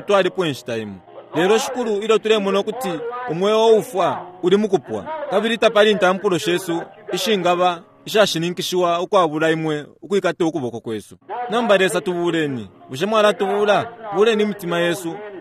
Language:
Bemba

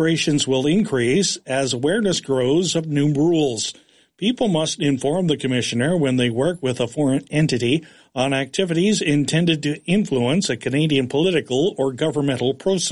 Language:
English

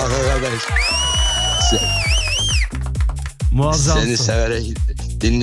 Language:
Turkish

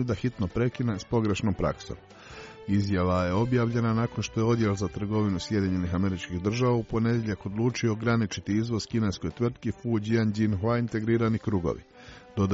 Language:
Croatian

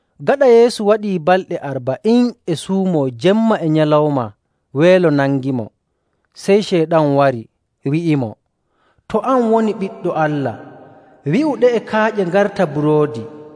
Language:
Nigerian Fulfulde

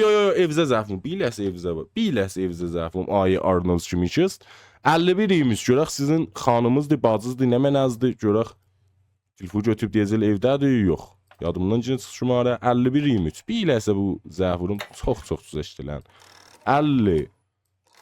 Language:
South Azerbaijani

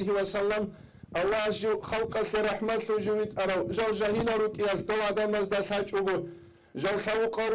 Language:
Avaric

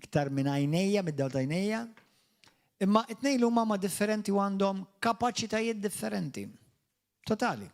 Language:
Maltese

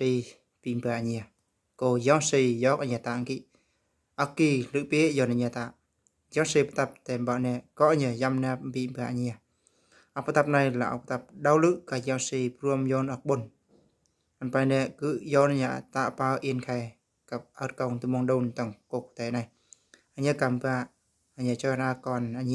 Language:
Eastern Bru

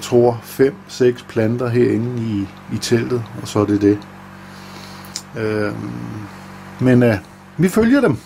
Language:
Danish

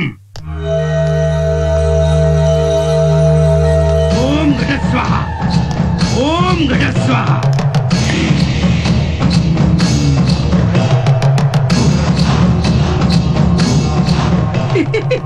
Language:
Kannada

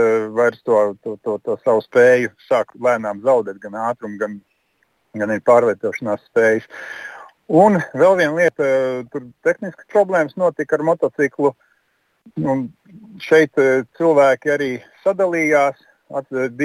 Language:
Latvian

